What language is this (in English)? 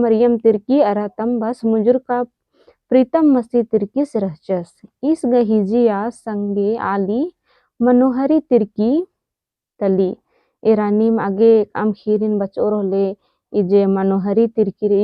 Kurukh